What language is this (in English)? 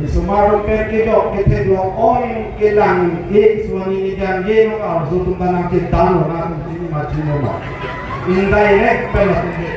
Karbi